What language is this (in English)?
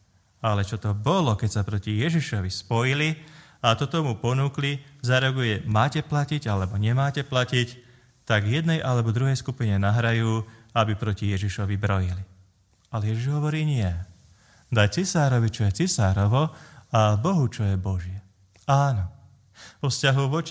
Slovak